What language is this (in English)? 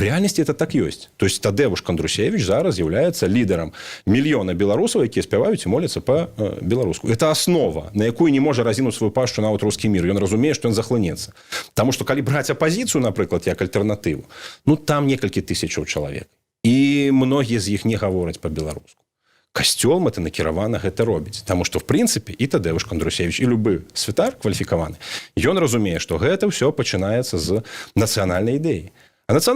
Belarusian